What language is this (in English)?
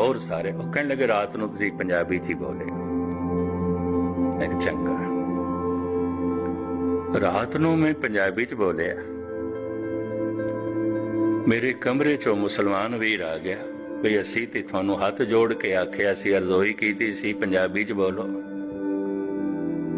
Punjabi